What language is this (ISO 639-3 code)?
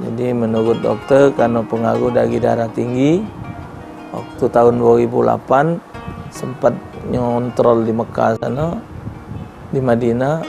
mui